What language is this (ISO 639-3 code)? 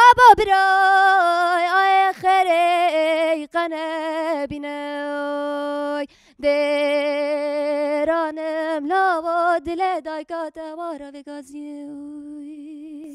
kur